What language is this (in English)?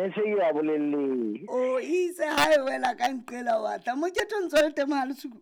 Southern Sotho